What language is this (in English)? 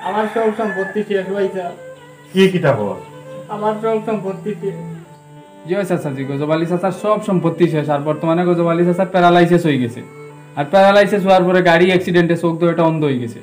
Sylheti